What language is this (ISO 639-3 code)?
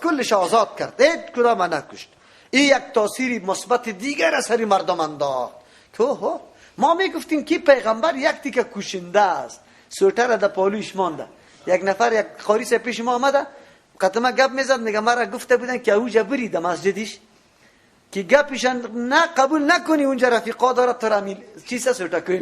fas